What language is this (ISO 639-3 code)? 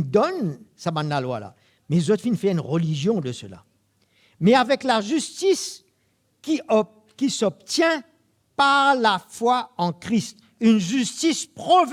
mfe